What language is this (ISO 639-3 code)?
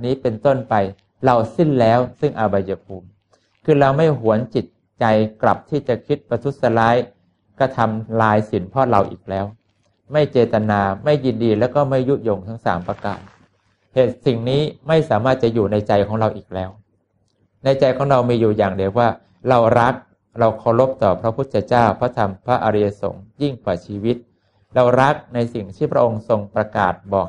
tha